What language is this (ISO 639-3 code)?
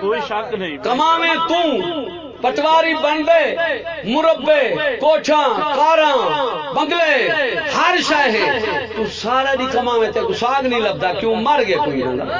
skr